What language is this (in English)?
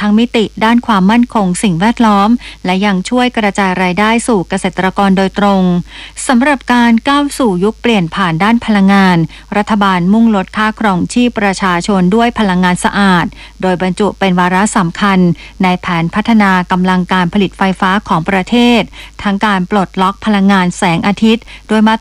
Thai